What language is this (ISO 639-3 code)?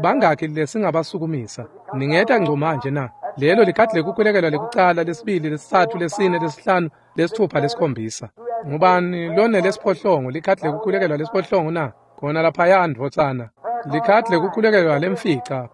ssw